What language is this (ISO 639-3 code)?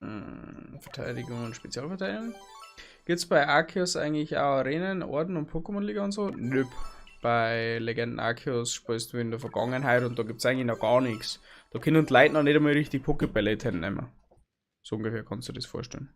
bar